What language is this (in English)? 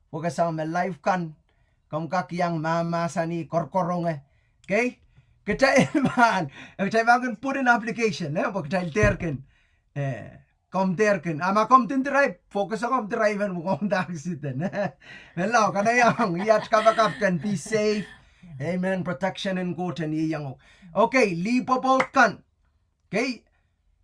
Pohnpeian